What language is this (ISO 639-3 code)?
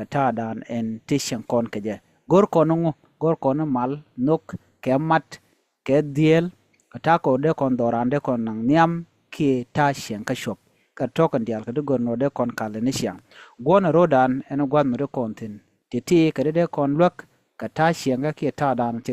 nus